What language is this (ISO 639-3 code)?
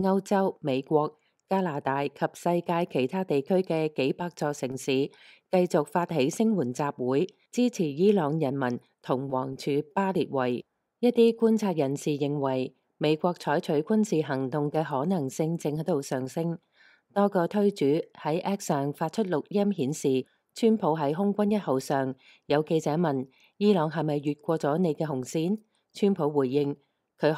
yue